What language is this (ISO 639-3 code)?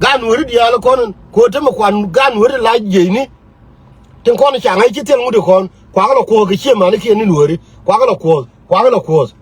nus